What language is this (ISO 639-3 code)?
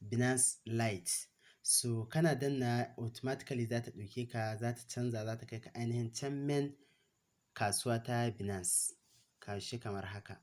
hau